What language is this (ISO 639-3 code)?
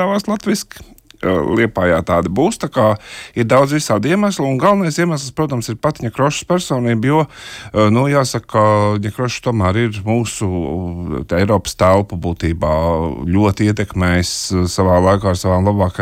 lav